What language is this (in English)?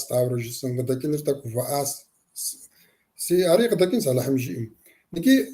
Kabardian